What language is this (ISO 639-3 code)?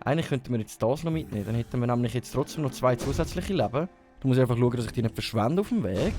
gsw